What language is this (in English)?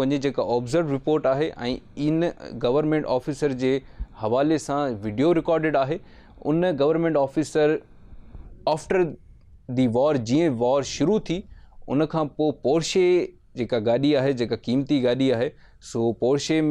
Sindhi